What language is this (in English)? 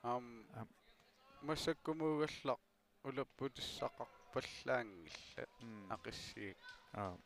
Kalaallisut